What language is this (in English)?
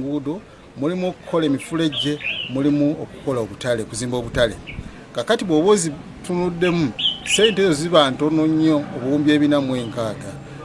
Ganda